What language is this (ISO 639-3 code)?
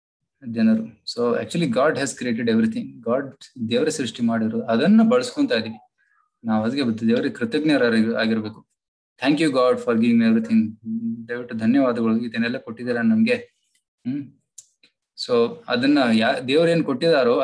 kan